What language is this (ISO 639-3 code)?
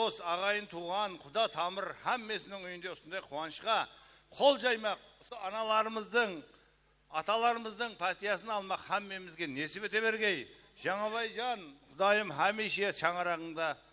kaa